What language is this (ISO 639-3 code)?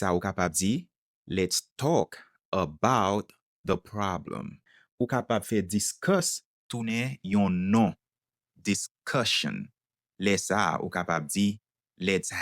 hat